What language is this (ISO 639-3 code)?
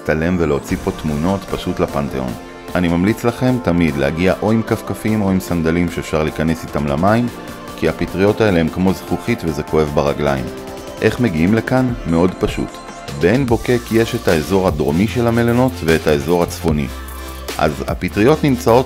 heb